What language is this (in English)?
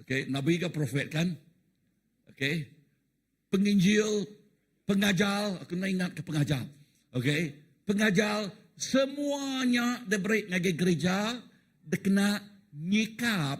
Iban